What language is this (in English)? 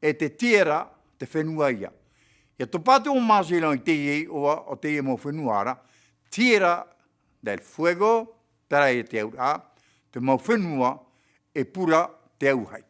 Tahitian